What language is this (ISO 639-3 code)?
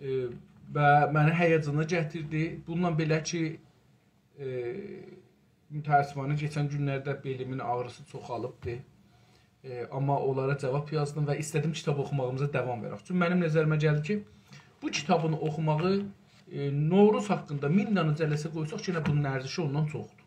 azb